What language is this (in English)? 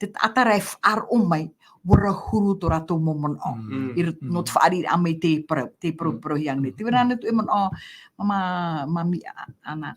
Tahitian